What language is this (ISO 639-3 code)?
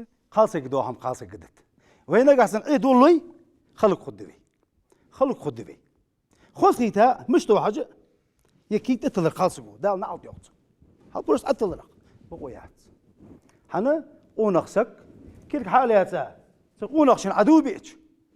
inh